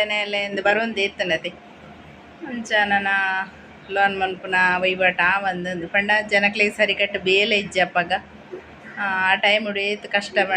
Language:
Tulu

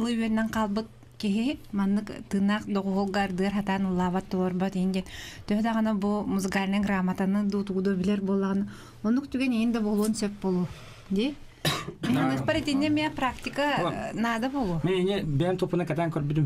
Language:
Yakut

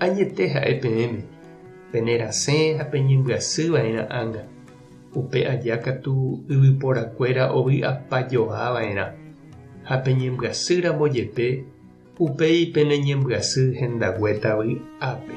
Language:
Guarani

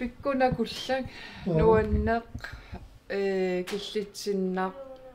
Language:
Kalaallisut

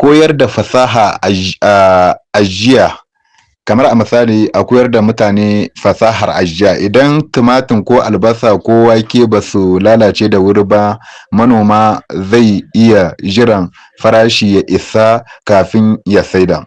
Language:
Hausa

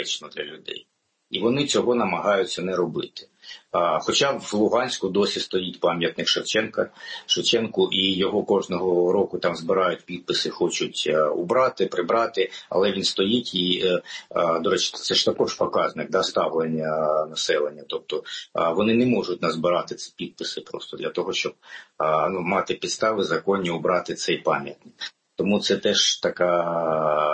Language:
Ukrainian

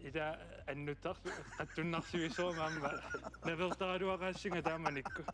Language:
Kalaallisut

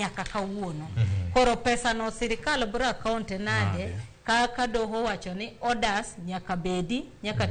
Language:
Luo (Kenya and Tanzania)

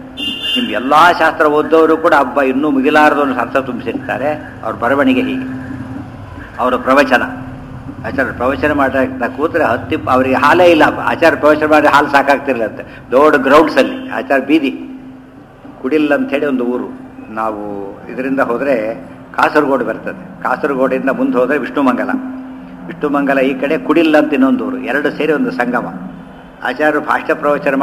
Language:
Kannada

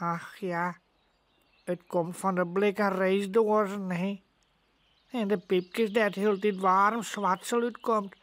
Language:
Western Frisian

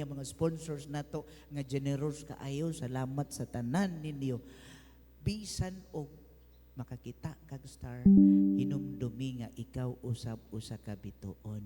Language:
Cebuano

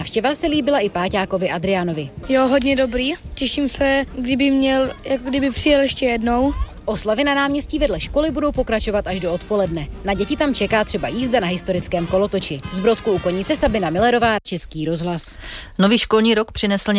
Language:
Czech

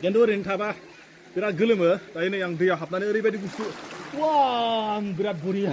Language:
Bodo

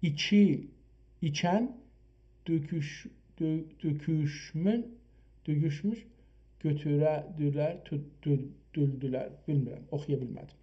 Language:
South Azerbaijani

